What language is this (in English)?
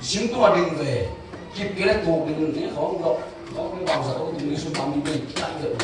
Tedim Chin